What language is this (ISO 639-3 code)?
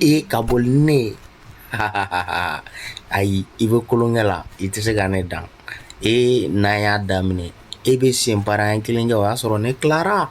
bam